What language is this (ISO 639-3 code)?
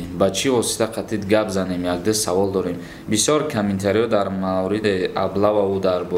tgk